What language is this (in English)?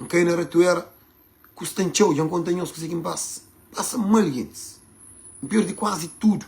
Kabuverdianu